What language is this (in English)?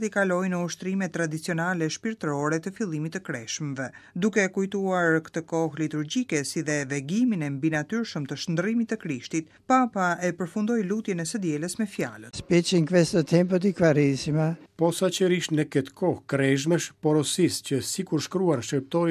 Albanian